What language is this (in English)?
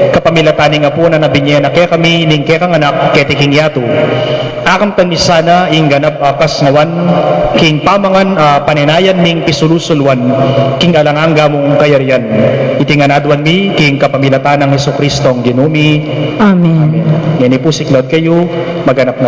Pampanga